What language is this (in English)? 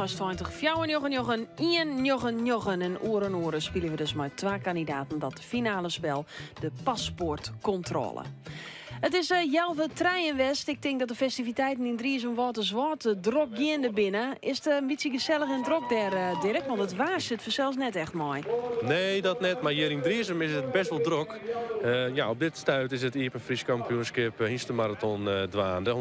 Western Frisian